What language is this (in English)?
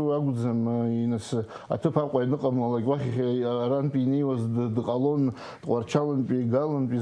Abkhazian